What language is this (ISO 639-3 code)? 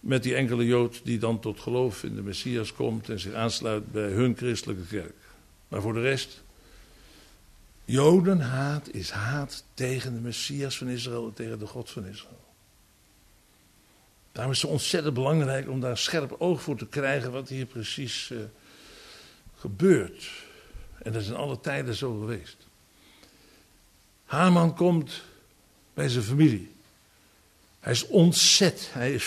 nld